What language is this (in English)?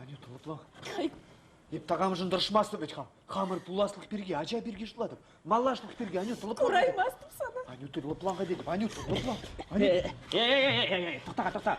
Chuvash